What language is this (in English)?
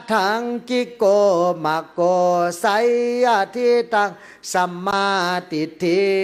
Pali